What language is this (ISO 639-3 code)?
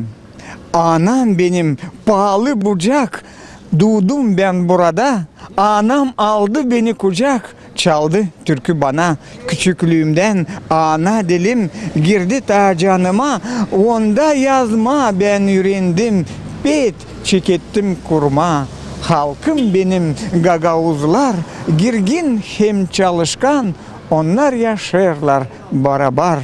gag